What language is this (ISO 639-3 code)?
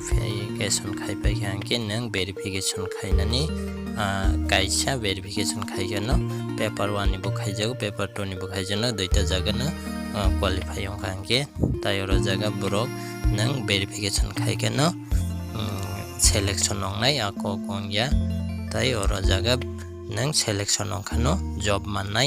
trp